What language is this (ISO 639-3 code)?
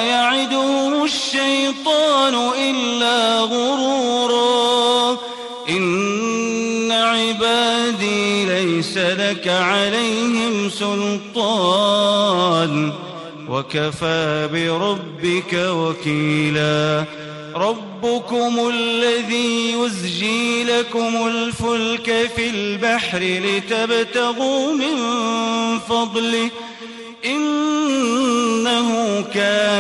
ara